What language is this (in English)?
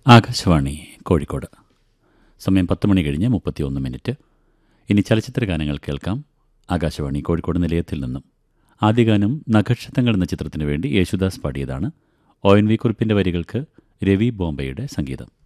Malayalam